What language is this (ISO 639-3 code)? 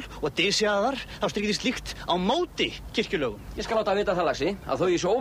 isl